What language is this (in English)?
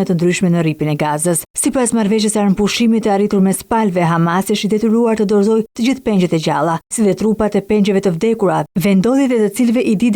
Albanian